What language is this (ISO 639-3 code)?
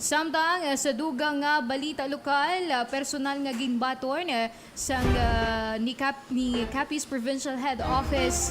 hil